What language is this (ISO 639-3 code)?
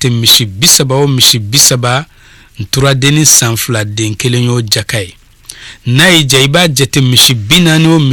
bam